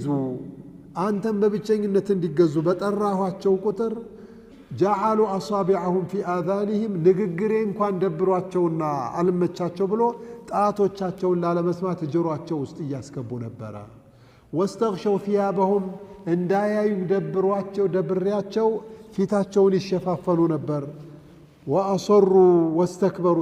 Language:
Amharic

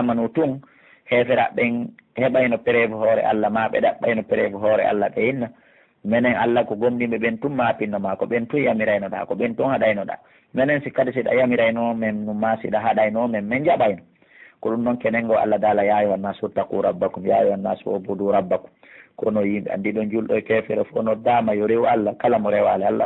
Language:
Pular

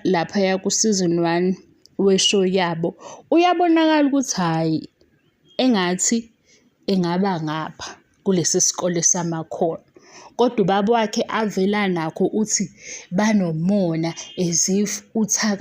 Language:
Zulu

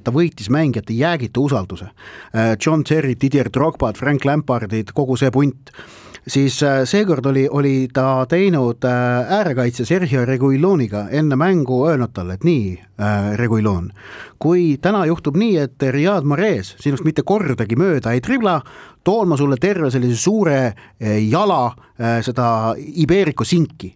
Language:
Estonian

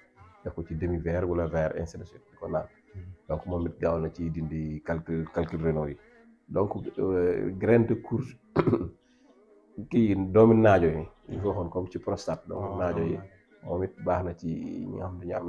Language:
Wolof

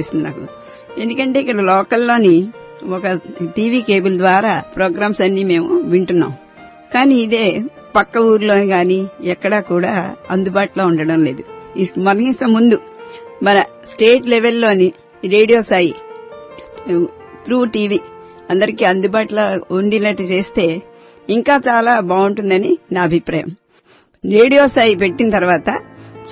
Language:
Telugu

